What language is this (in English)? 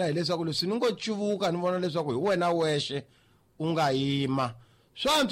Tsonga